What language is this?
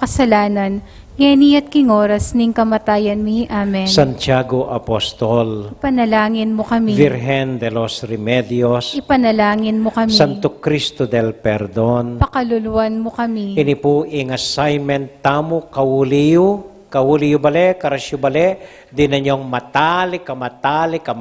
Pampanga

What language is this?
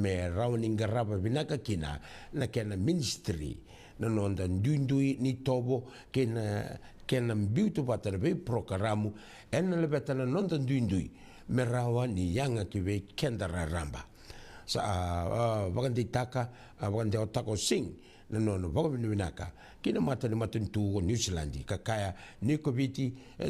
Fijian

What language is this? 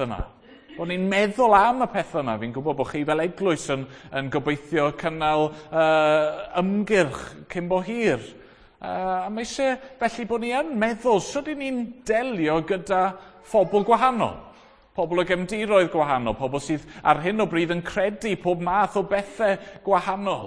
Welsh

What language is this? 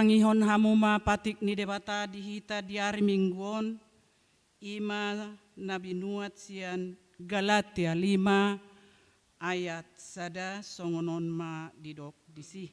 Batak Toba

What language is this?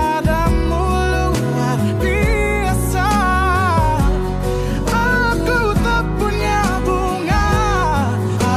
Indonesian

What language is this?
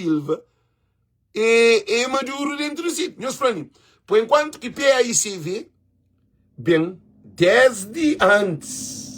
Kabuverdianu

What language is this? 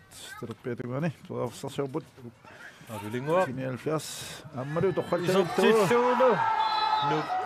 Kalaallisut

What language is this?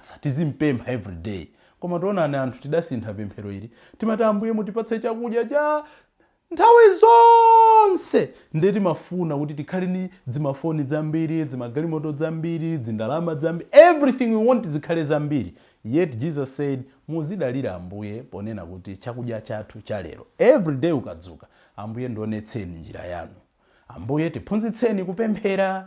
Nyanja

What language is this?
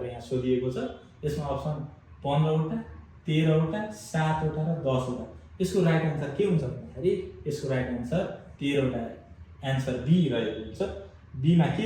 Nepali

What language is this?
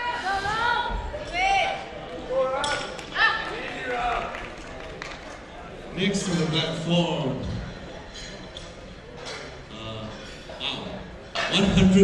English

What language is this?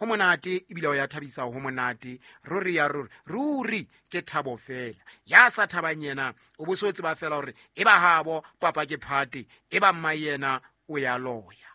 Southern Sotho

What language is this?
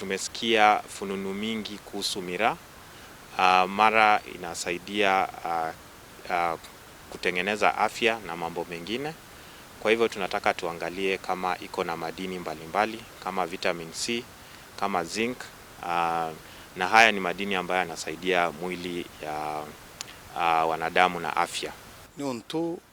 Meru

